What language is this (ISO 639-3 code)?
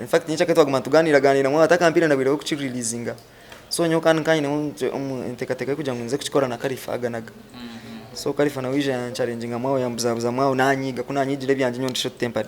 nyn